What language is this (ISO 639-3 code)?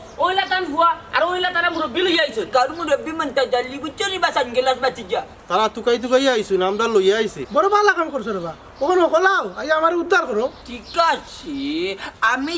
syl